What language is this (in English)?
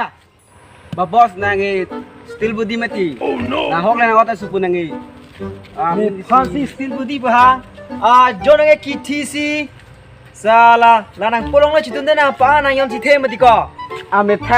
Karbi